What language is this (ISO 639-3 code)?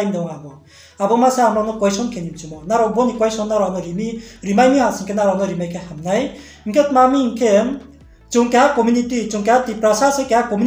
ria